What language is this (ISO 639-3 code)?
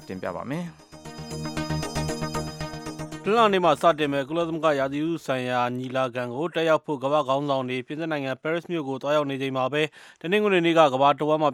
mya